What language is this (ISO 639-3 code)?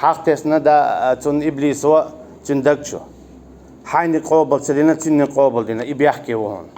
che